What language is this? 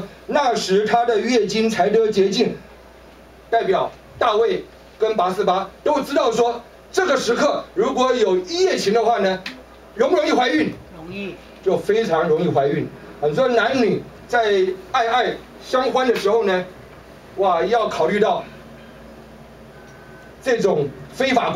Chinese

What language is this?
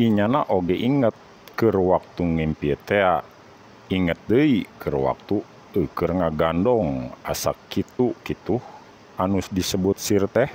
Sundanese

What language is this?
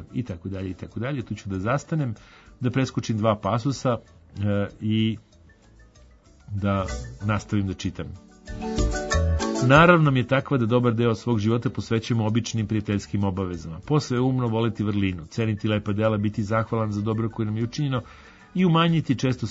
Serbian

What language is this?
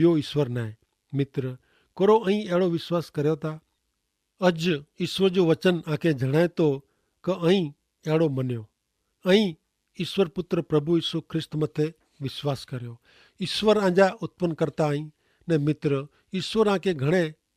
Kachhi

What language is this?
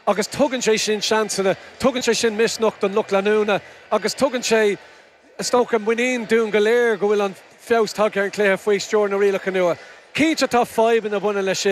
Irish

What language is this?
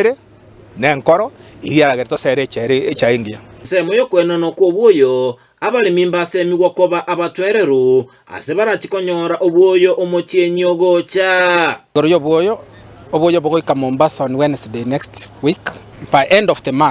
Gusii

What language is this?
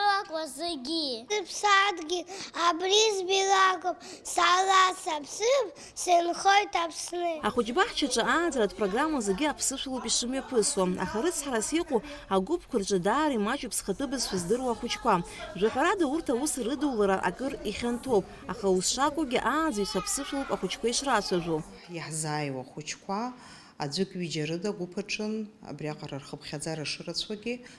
Abkhazian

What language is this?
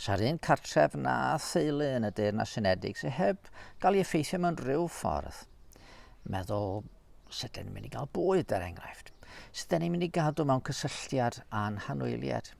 Welsh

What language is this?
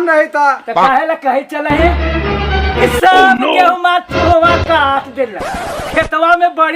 Magahi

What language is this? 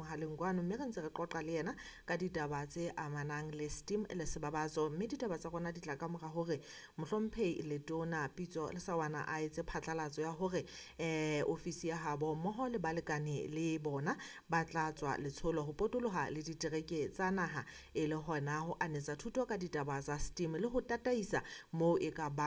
Southern Sotho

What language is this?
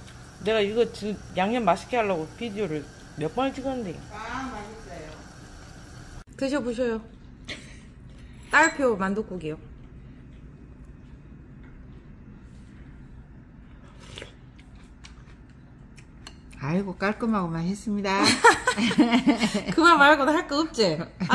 Korean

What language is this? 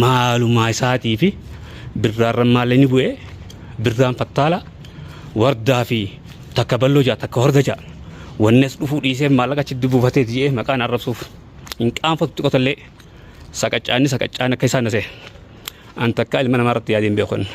Oromo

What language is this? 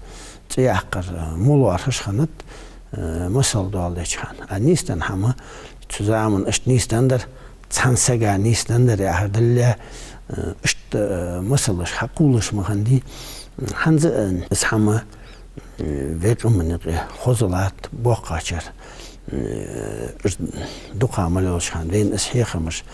Ingush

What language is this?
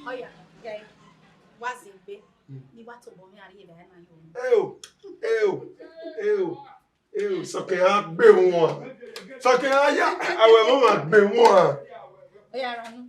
Bini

